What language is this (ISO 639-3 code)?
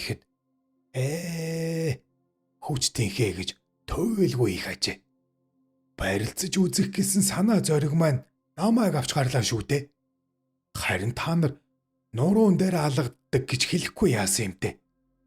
mon